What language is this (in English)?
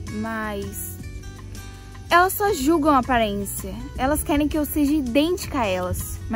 Portuguese